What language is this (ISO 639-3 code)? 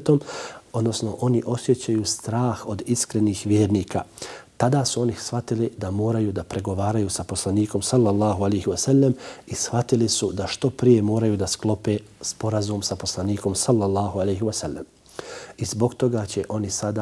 bos